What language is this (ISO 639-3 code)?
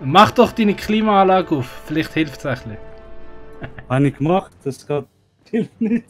gsw